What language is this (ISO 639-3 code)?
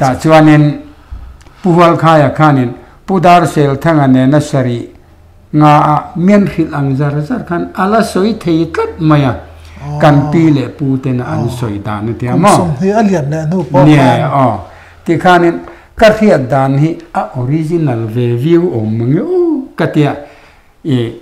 lus